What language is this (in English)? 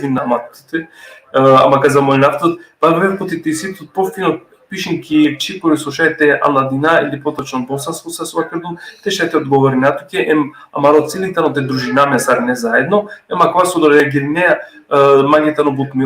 Balkan Romani